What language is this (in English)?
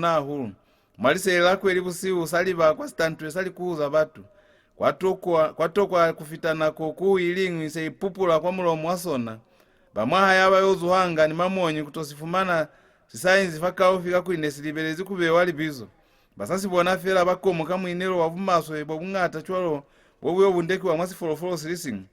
Lozi